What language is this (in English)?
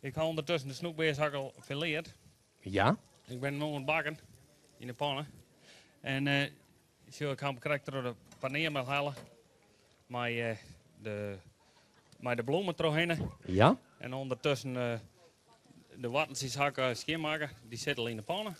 Western Frisian